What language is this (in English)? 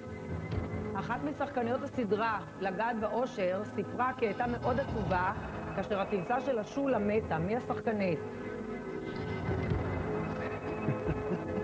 Hebrew